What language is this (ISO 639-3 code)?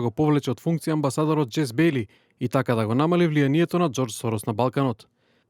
mkd